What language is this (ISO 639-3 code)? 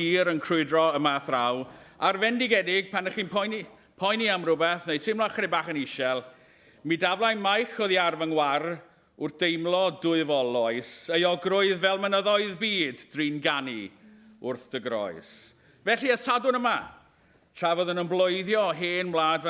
cym